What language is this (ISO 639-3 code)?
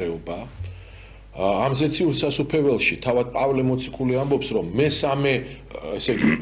kat